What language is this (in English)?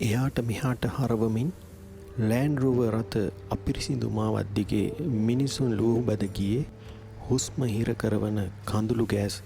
Sinhala